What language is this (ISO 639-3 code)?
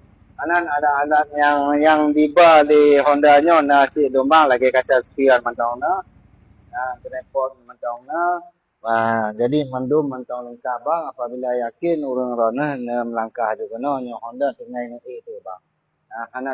ace